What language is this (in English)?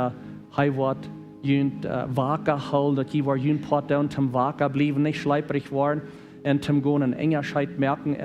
Plautdietsch